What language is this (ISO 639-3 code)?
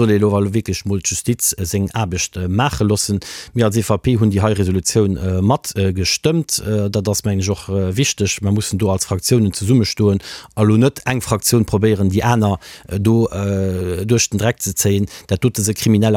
ltz